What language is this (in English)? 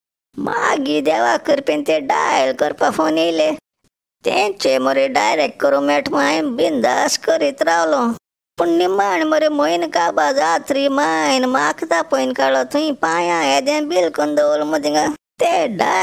Konkani